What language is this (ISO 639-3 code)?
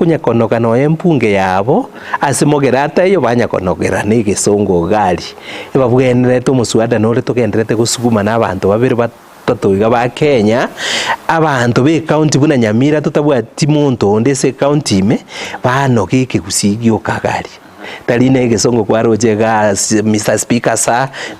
guz